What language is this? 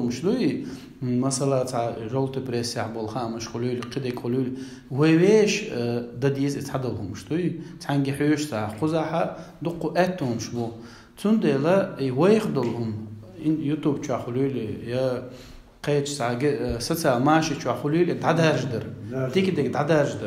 Chechen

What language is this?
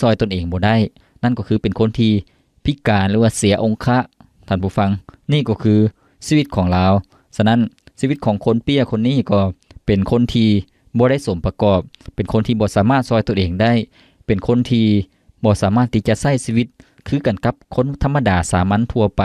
Lao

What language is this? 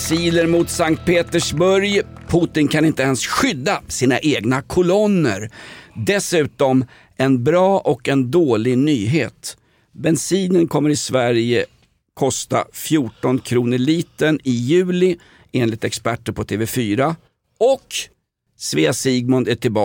Swedish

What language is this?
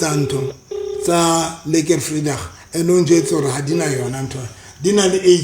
Southern Sotho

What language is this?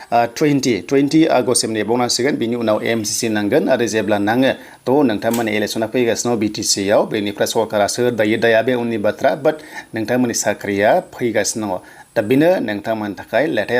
Bodo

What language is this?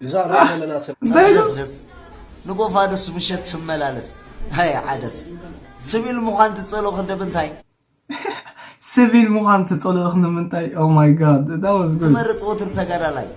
Tigrinya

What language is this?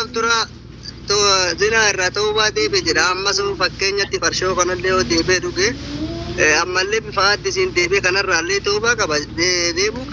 Oromo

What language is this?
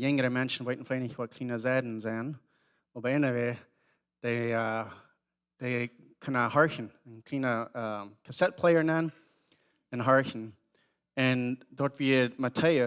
Plautdietsch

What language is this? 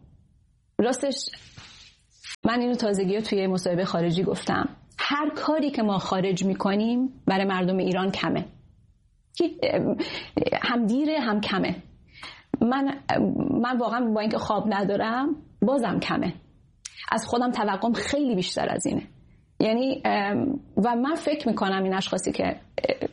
Persian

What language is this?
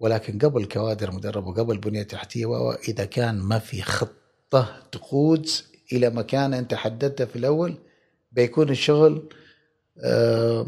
Gulf Arabic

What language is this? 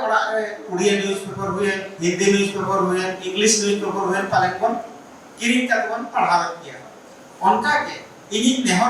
Santali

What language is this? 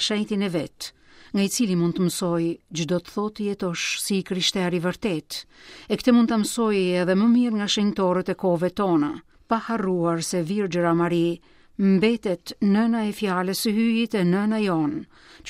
Albanian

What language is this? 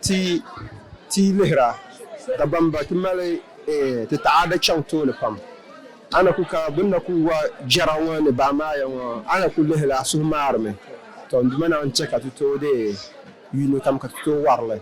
Dagbani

